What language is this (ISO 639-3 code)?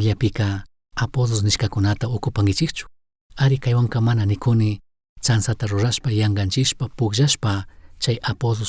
qug